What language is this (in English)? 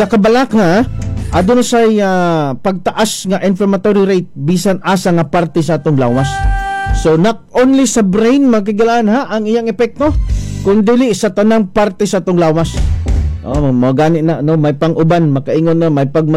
Cebuano